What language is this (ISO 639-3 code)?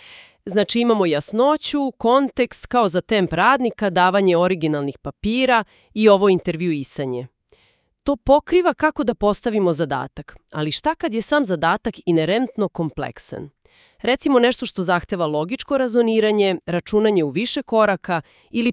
srp